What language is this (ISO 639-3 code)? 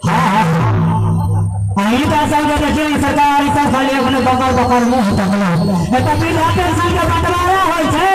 mai